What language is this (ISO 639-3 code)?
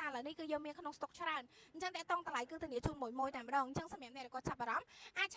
khm